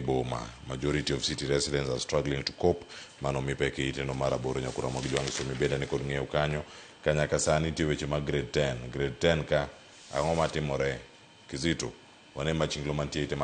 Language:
Luo (Kenya and Tanzania)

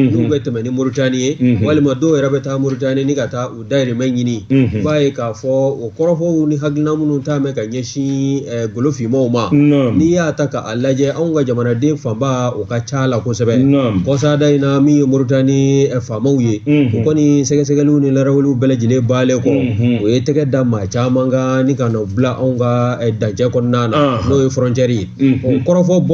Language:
Bambara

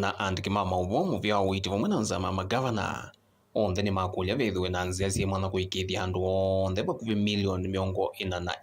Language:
Kamba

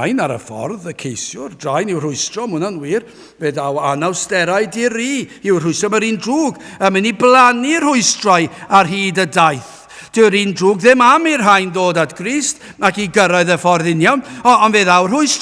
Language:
Welsh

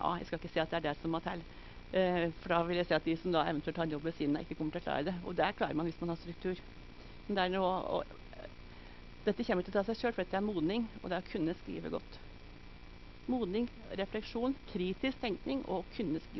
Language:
Norwegian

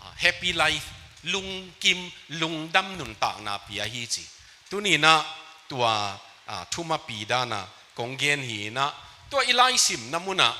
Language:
Tedim Chin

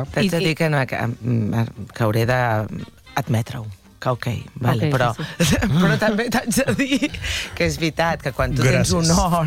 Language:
Catalan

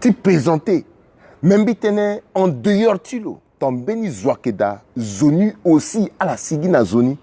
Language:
Sango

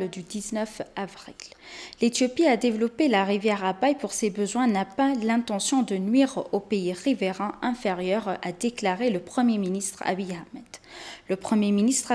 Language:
French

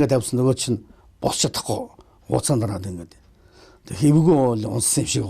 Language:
Mongolian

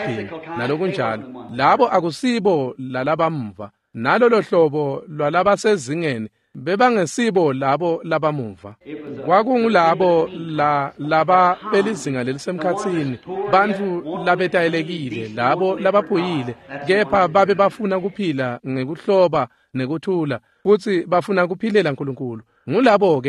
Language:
Swati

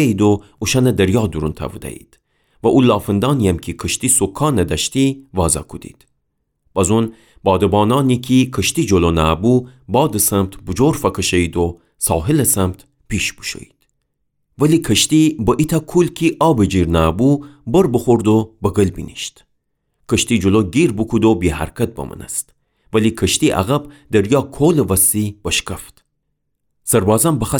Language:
Gilaki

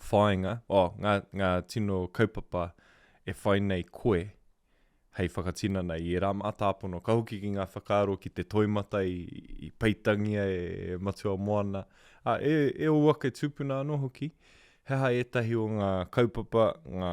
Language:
Māori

